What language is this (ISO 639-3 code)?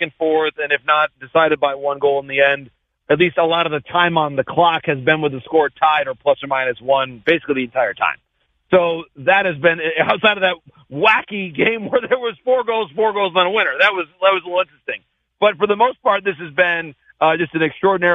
eng